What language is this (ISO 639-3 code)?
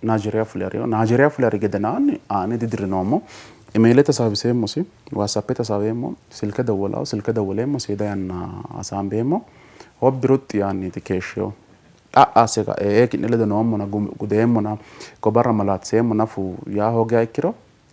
sid